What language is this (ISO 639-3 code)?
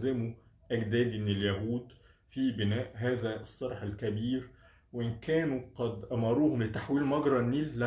arz